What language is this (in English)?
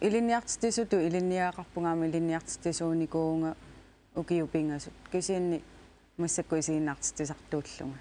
Kalaallisut